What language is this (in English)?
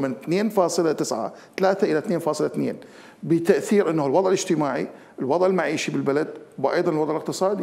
Mesopotamian Arabic